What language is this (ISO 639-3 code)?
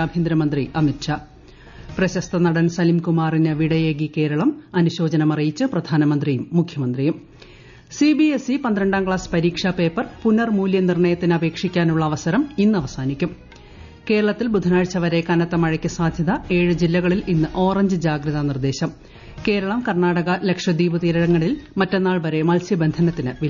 mal